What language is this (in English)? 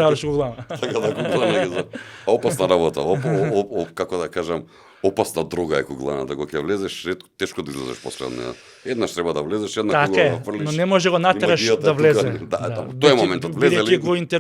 Macedonian